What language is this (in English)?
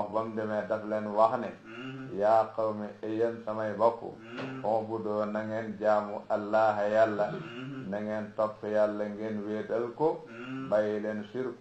Wolof